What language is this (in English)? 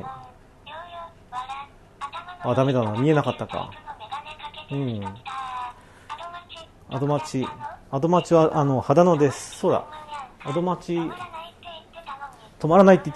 Japanese